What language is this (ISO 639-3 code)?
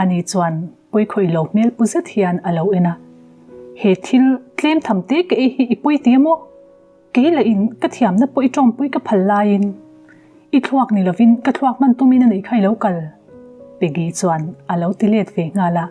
lus